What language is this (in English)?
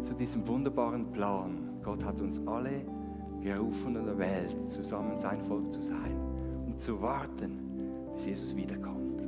Swiss German